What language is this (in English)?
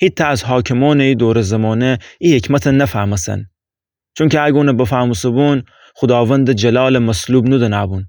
Gilaki